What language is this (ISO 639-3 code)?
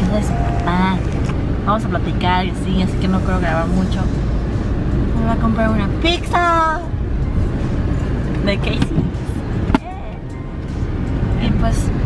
spa